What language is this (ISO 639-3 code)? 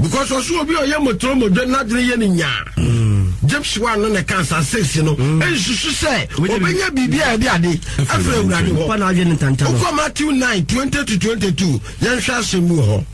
aka